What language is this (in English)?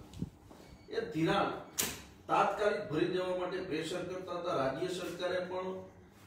Gujarati